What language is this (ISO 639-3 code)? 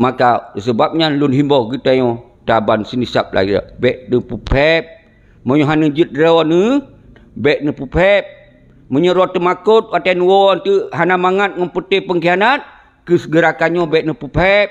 ace